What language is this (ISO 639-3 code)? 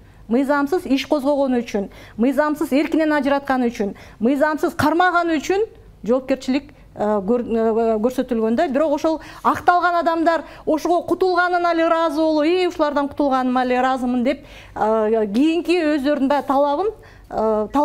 kir